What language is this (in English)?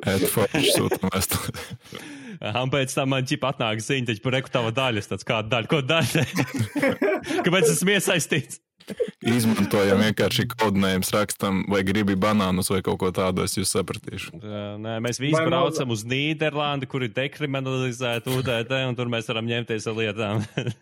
Latvian